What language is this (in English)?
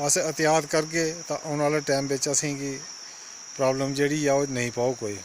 Dogri